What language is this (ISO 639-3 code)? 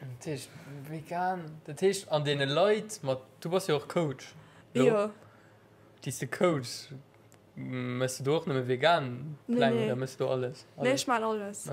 ltz